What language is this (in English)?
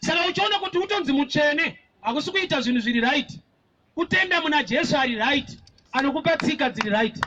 Shona